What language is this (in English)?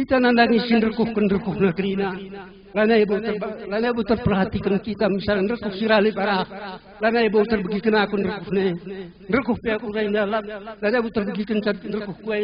Batak Karo